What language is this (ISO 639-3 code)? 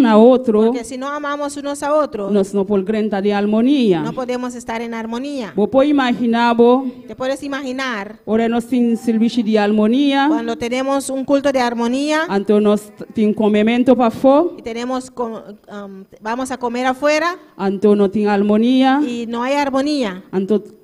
pap